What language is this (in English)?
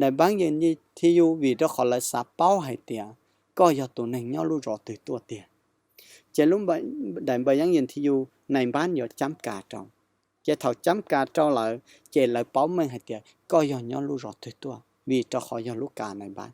Hmong